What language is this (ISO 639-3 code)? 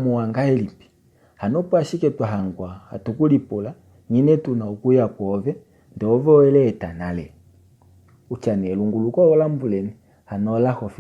kua